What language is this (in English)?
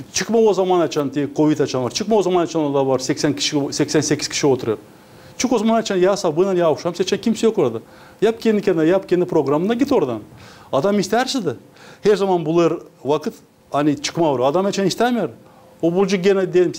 Gagauz